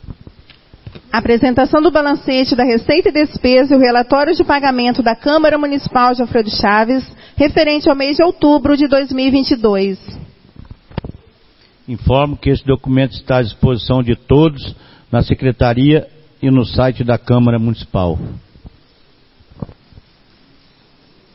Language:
Portuguese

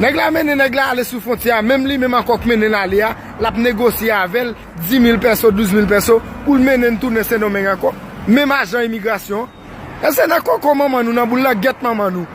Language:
Haitian Creole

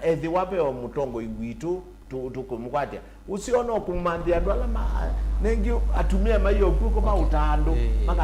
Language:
Kamba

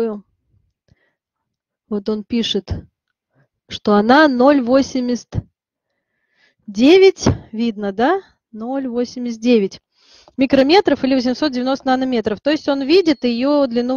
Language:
Russian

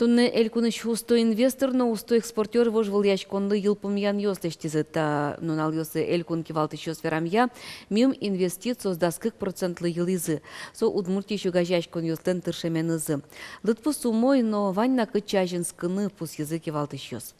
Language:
Udmurt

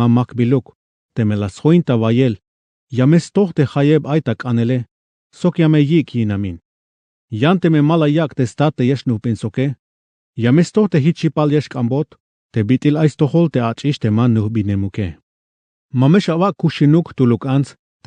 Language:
Tzeltal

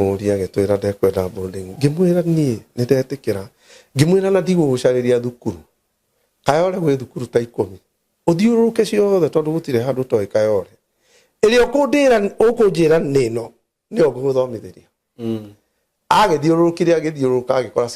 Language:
Kikuyu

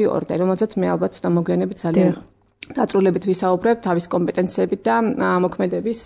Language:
Georgian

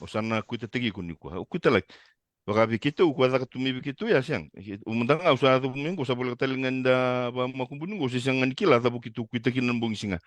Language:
Fijian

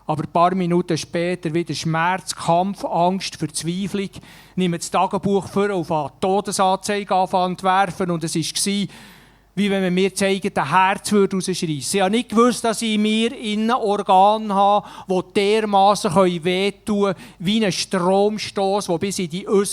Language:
Swiss German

